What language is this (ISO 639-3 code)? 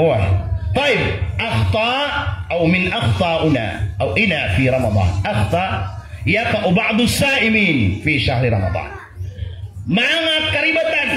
mrw